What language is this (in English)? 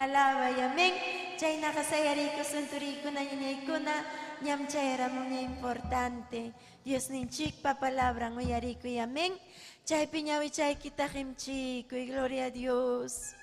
Ayacucho Quechua